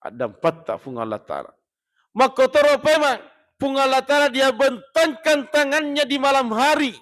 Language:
Buginese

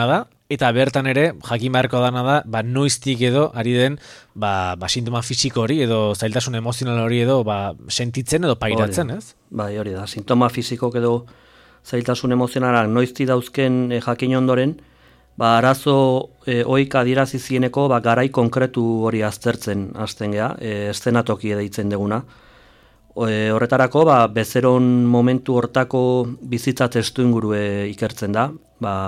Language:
Basque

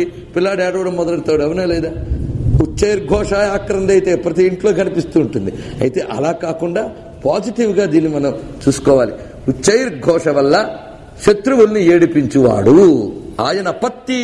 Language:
Telugu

